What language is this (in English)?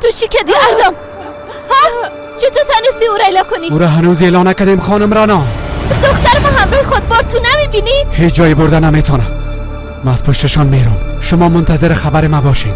Persian